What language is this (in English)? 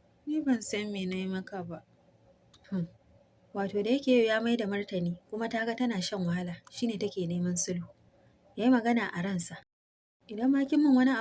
Hausa